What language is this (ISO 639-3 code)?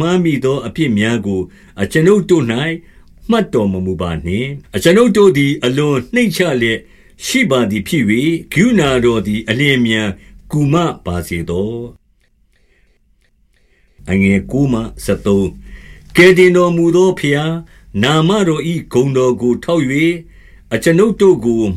mya